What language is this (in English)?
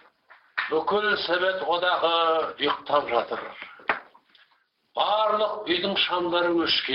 Kazakh